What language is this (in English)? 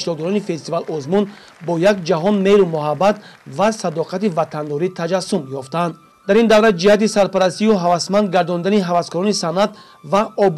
Tajik